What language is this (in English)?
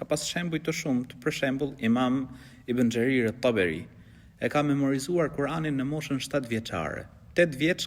Albanian